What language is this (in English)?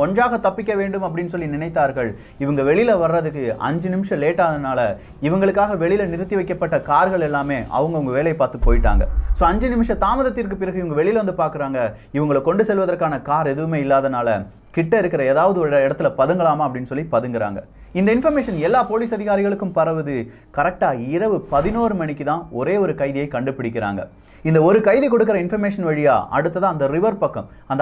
Tamil